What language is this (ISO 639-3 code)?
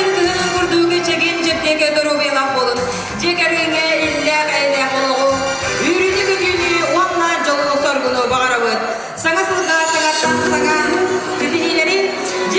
sah